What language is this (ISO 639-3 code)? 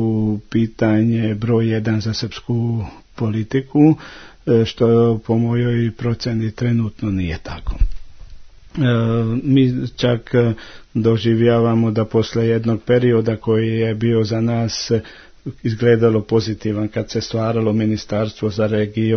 srp